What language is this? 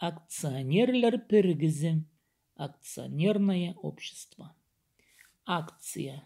Khakas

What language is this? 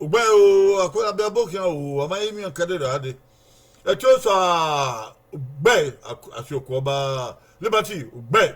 Bini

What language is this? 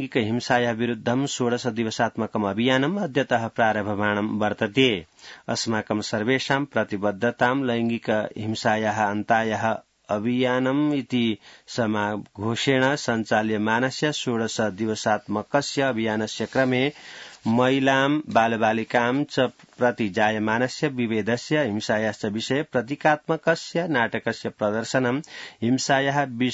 Sanskrit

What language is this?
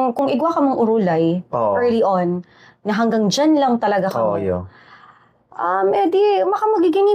Bikol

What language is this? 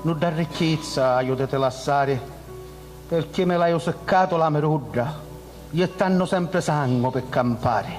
Sicilian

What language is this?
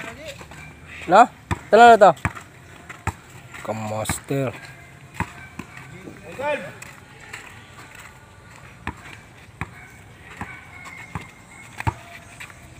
Filipino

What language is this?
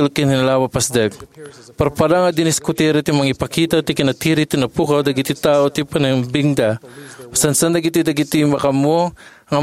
Iloko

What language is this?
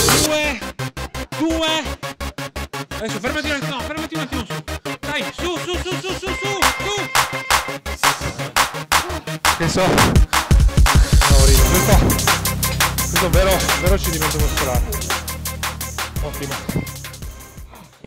Italian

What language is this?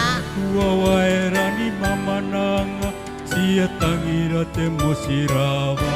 Gilbertese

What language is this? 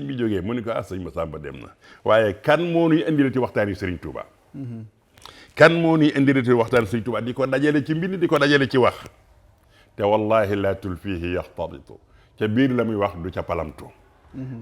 Wolof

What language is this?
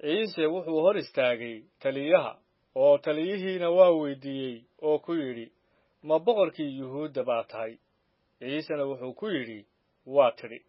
Somali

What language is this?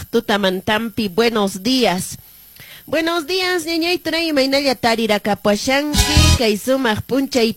Quechua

